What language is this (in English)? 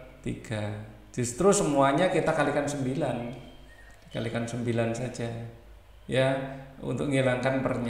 Indonesian